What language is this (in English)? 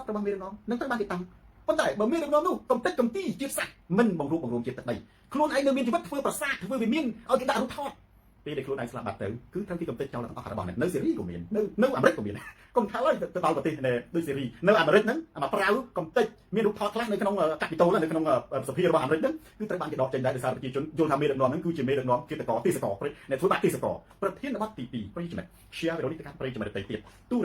Khmer